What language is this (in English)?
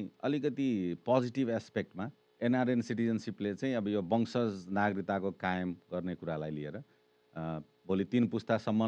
Nepali